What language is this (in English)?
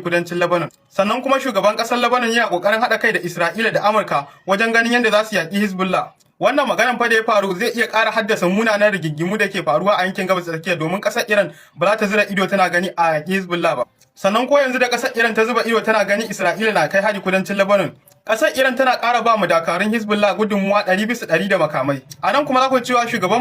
Hausa